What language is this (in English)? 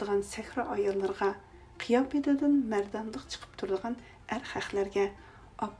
Uyghur